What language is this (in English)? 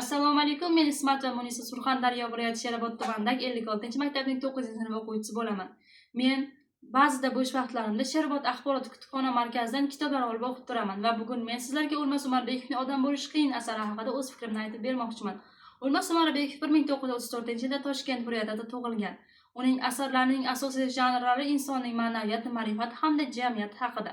Uzbek